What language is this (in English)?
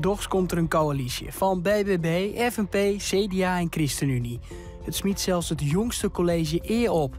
Western Frisian